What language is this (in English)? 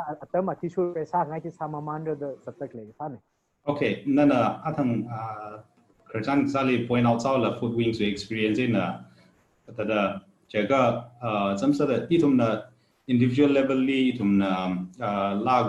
Tangkhul Naga (India)